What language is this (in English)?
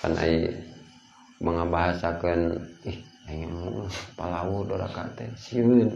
Sundanese